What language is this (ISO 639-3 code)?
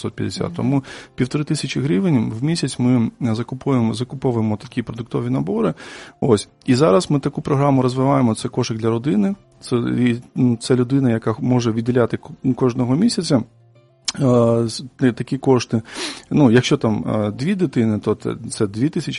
ukr